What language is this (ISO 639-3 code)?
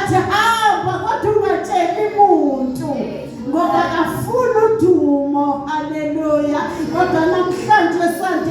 zul